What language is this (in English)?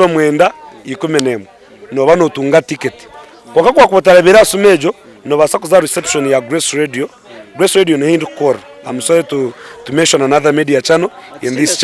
Nyankole